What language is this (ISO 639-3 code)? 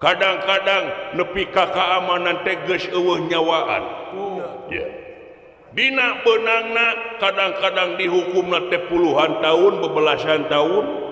sun